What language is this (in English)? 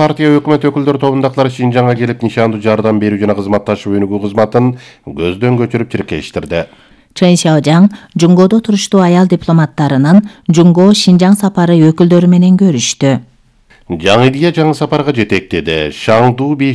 Kyrgyz